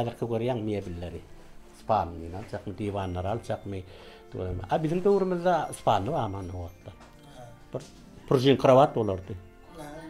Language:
Turkmen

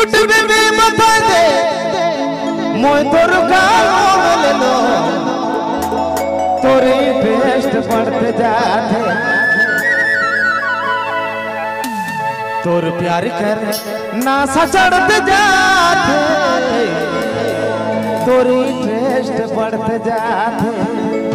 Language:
Sadri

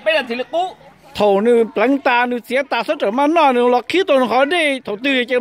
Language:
Hmong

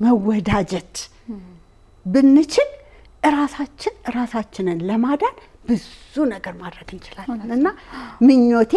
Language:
Amharic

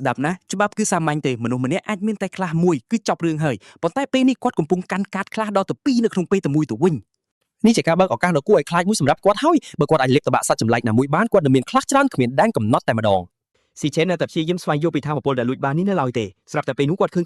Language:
Khmer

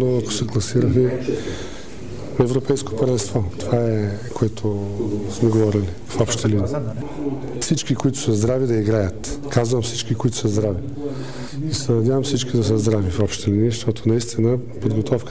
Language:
Bulgarian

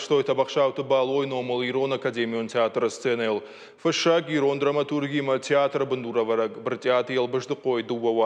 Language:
Ossetic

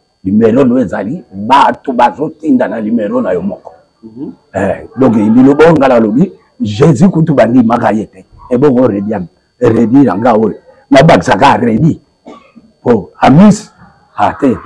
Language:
Lingala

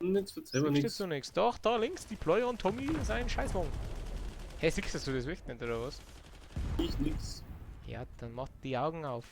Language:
Bavarian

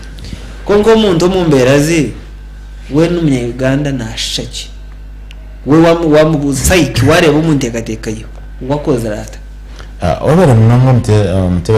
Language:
Nyankole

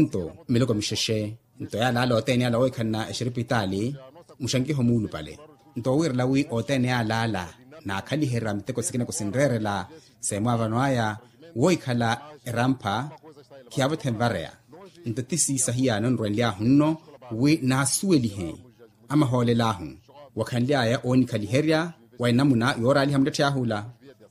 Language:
Makhuwa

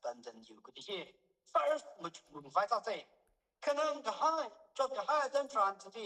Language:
Tangkhul Naga (India)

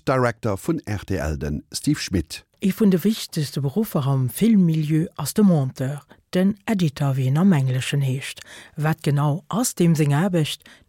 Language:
Luxembourgish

